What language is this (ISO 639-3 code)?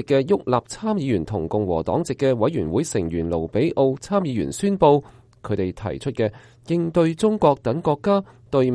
yue